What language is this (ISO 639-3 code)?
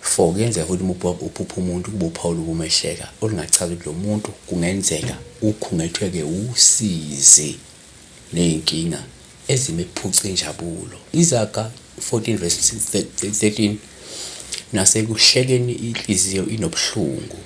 zul